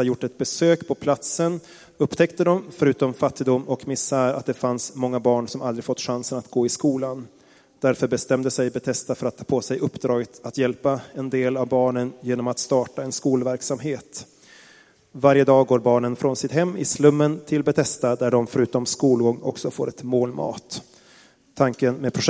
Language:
Swedish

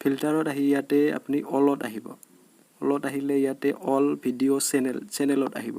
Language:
Assamese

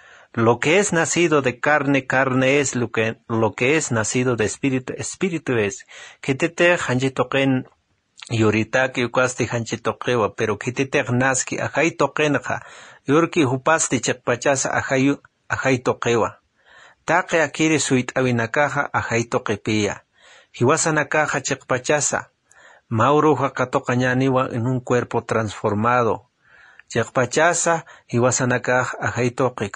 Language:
Aymara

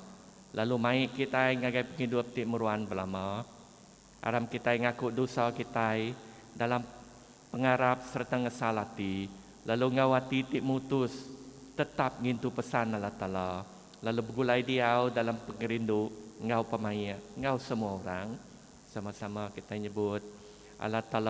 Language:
Iban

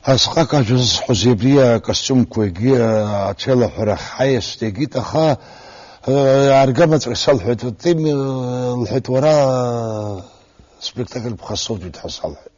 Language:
Abkhazian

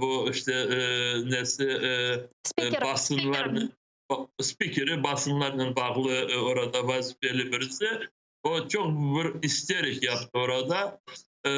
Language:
Crimean Tatar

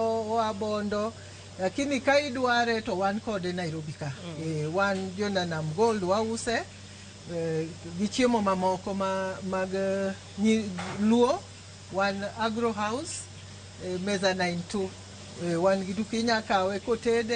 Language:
Luo (Kenya and Tanzania)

